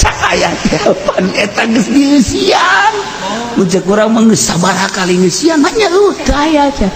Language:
Sundanese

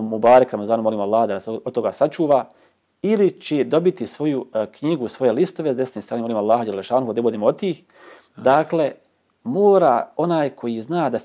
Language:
Bosnian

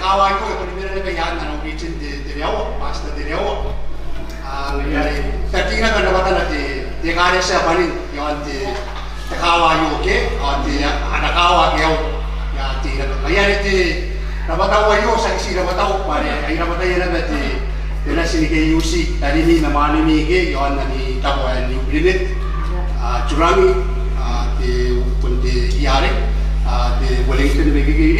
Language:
Gilbertese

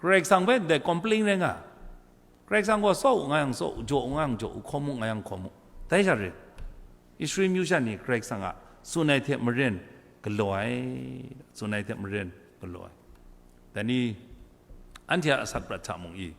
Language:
Kachin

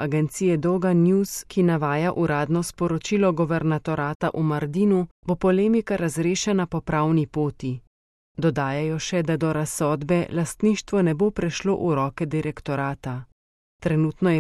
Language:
Slovenian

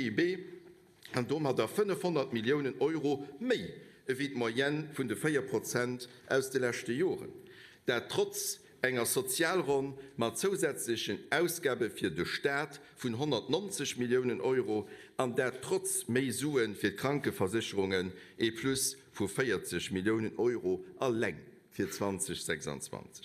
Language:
Luxembourgish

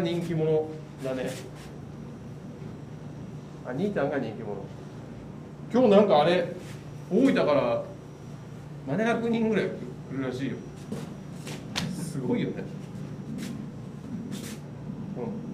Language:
Japanese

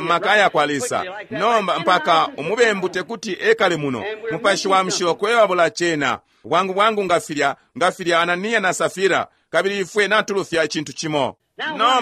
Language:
Bemba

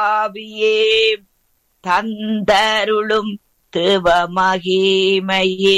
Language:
Tamil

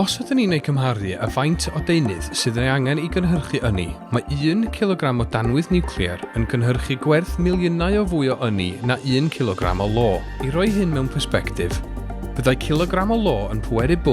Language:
Welsh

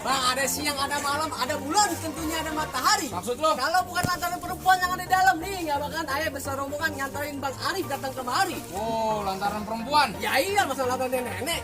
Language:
Betawi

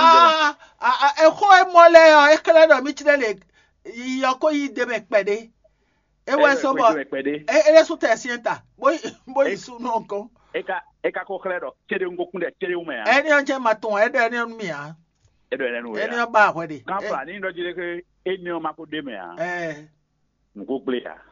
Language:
Fon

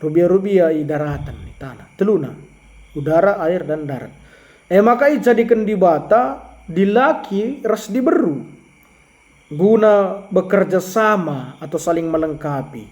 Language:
Batak Karo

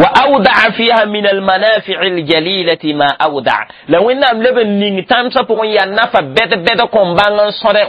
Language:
Mossi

